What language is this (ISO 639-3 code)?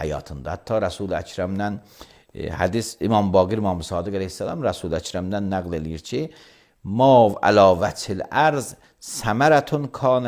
aze